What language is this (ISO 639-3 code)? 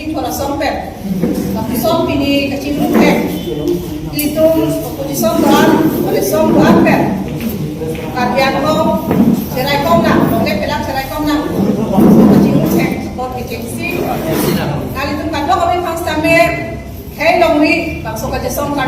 mjw